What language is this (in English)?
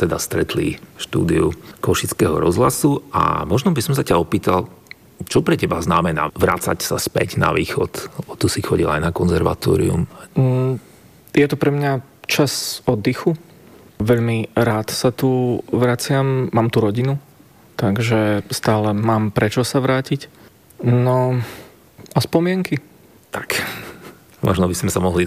Slovak